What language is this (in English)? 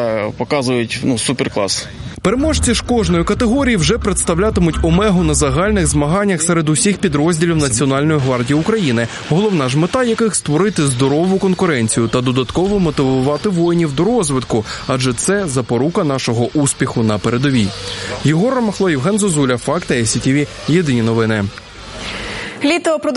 Ukrainian